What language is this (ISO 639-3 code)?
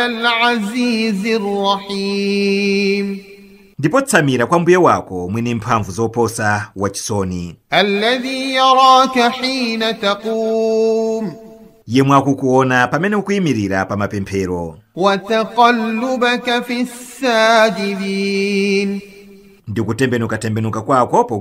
nya